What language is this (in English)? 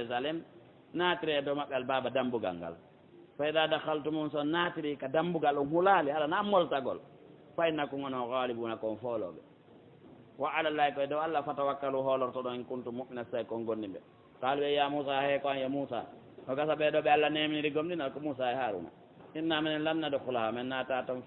Fula